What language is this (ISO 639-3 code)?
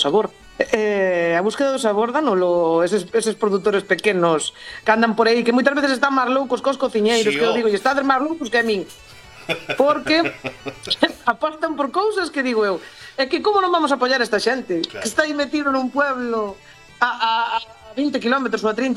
glg